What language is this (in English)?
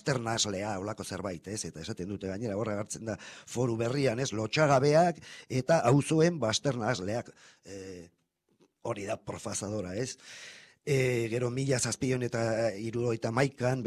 Basque